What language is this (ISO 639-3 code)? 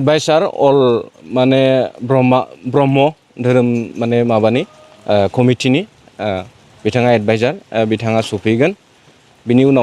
brx